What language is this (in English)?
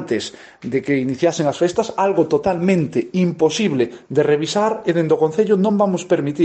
Galician